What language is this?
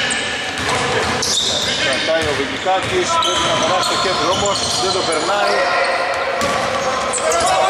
Greek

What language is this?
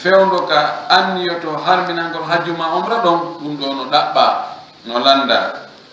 Fula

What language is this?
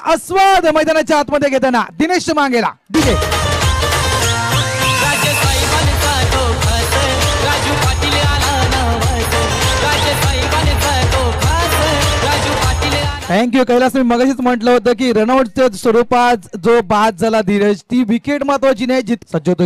Marathi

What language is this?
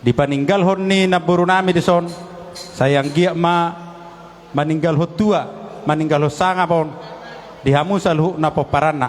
Batak Toba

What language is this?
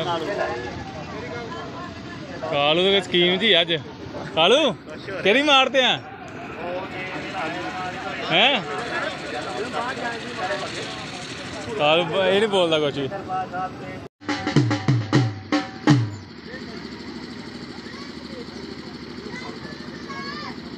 Punjabi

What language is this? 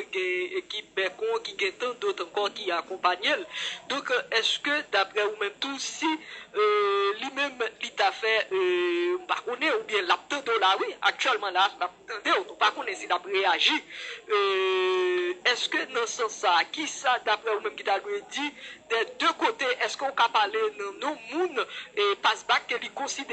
Haitian Creole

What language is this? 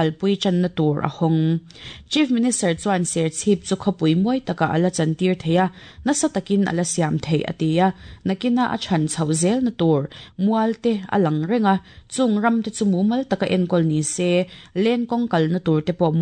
Mizo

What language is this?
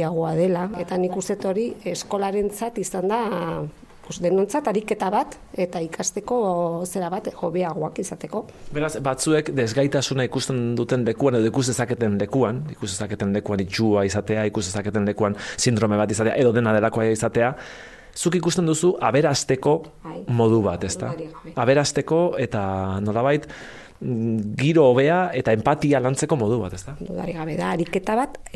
Basque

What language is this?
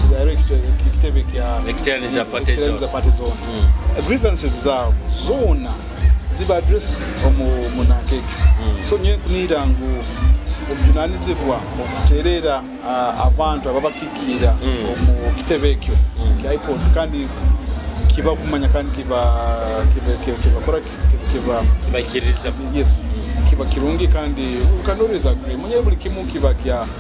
Nyoro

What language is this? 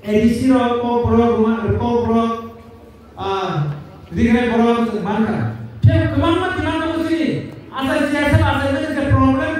Kok Borok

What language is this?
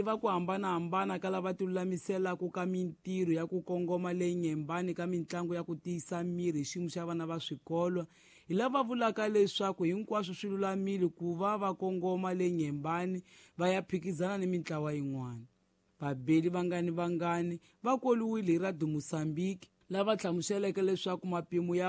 Tsonga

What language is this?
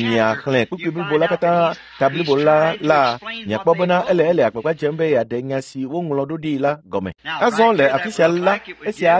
Ewe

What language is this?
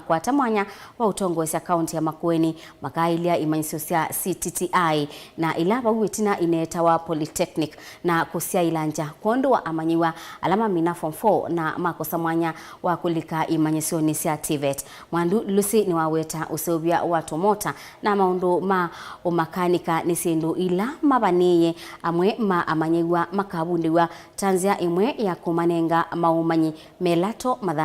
Kamba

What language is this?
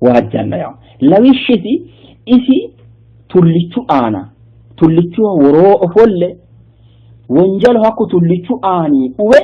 Sidamo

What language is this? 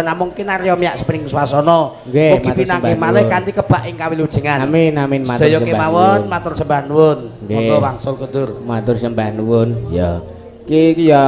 Javanese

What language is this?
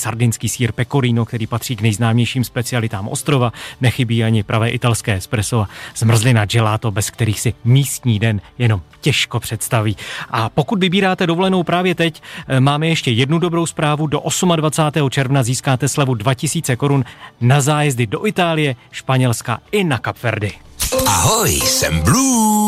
Czech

